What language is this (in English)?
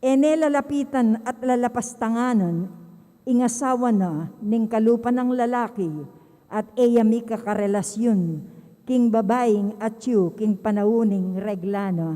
Pampanga